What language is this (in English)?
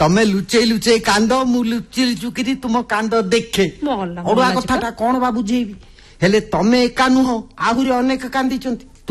Odia